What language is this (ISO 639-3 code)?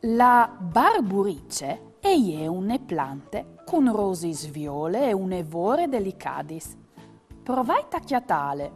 fur